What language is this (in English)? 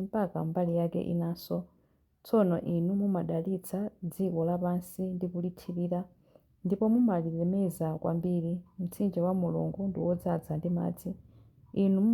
Nyanja